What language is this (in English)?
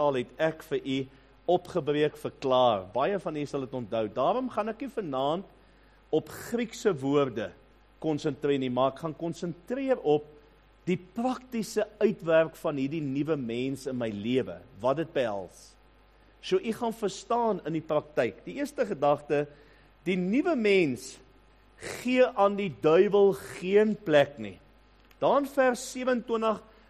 Afrikaans